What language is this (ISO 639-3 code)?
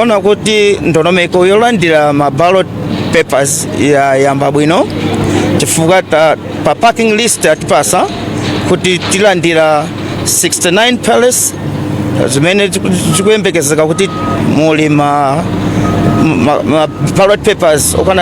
nya